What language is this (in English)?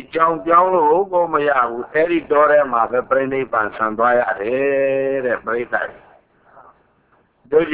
Burmese